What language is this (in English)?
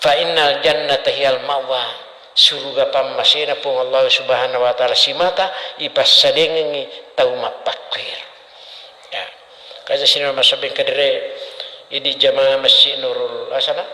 Buginese